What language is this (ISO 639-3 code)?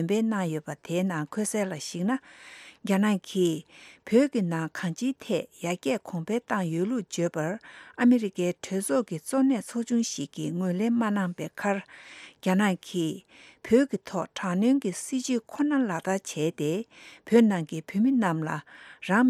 bod